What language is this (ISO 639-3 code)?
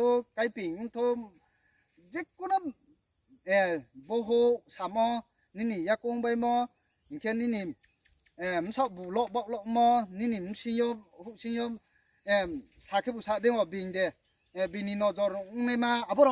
ria